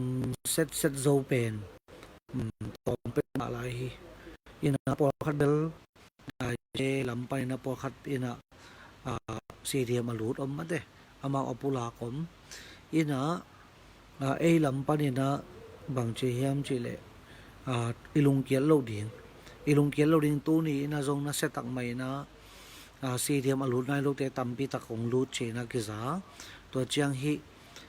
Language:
Tedim Chin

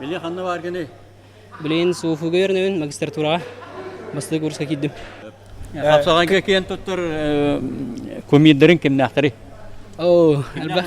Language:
Yakut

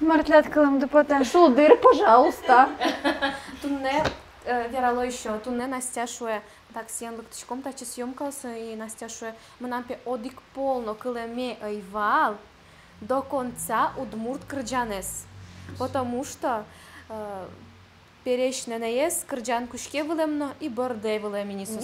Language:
Udmurt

